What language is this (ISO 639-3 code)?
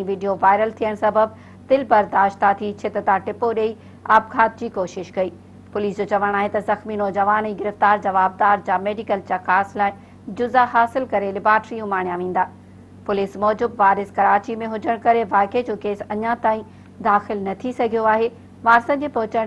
snd